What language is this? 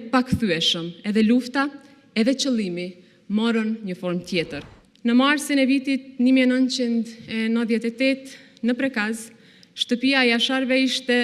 Albanian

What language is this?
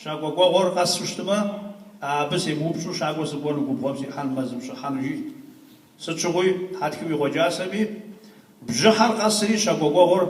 Kabardian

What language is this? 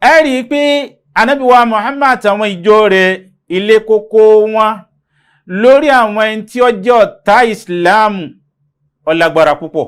Yoruba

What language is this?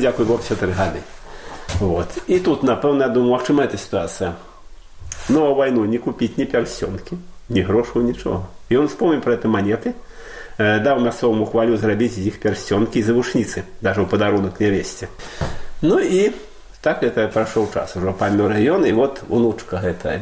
Belarusian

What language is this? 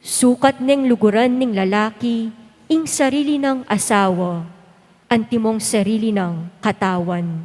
Pampanga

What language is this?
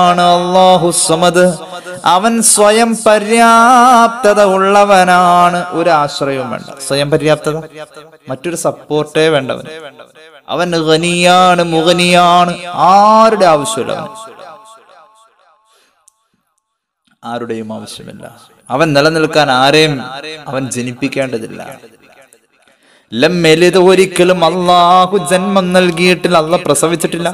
Malayalam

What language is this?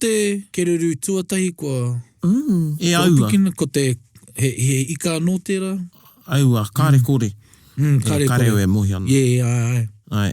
Māori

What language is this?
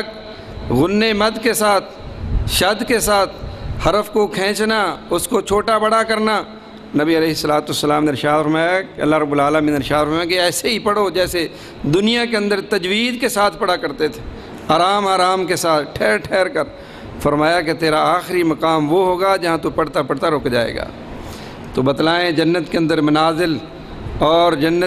Urdu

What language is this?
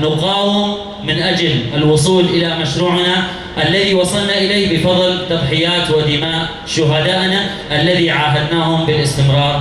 Kurdish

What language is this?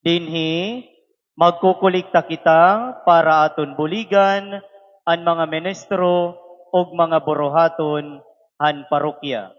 Waray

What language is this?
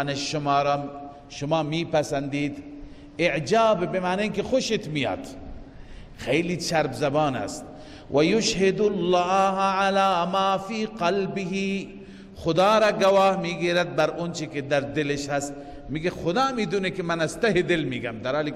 Persian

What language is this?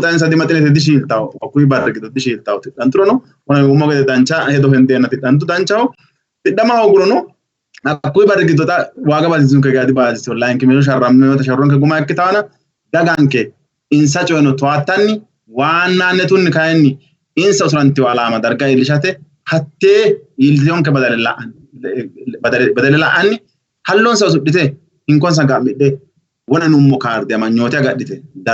Sidamo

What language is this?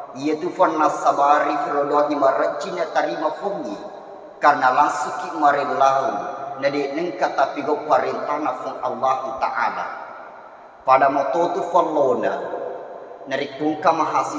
Buginese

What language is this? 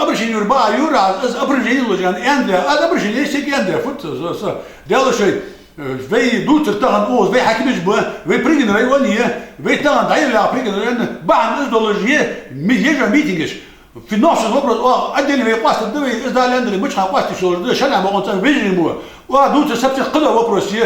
Ingush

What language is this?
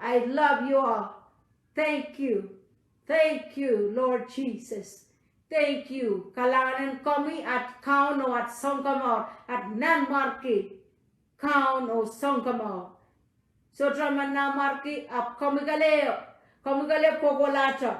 Pohnpeian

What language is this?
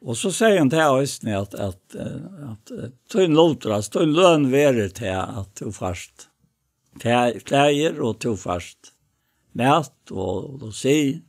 Faroese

